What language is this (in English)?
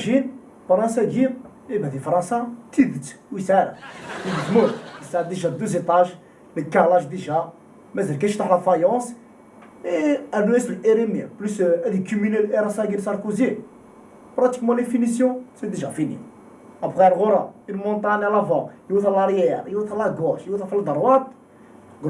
Kabyle